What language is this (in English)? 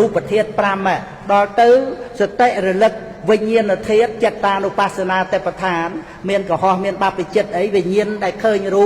Khmer